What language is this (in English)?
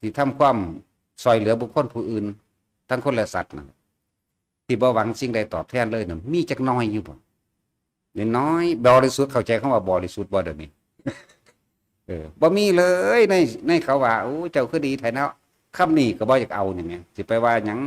Northeastern Thai